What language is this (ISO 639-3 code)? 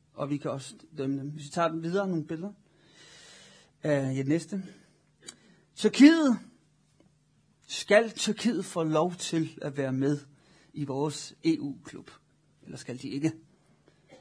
dan